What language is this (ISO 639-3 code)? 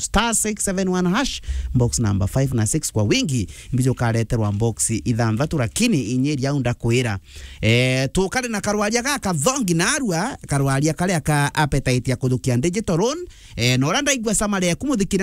mer